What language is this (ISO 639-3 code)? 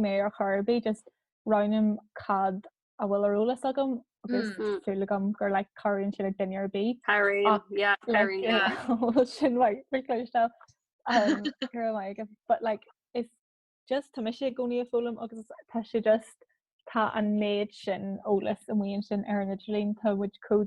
gle